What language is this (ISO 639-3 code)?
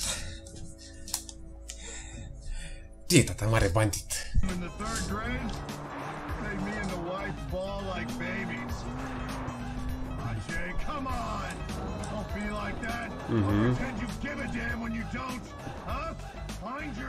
ron